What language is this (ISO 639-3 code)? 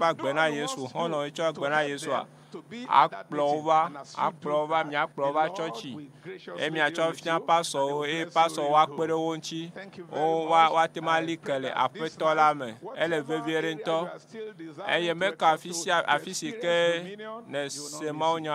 ewe